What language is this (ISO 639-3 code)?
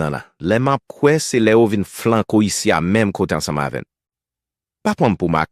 hat